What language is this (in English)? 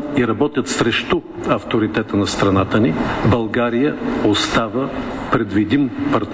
Bulgarian